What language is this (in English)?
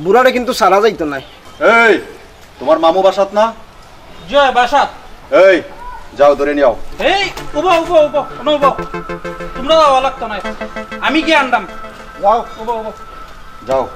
Sylheti